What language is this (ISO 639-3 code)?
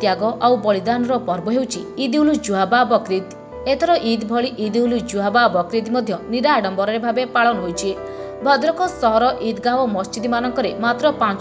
ori